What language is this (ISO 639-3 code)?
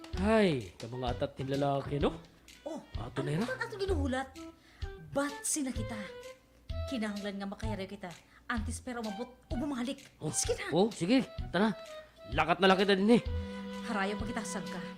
war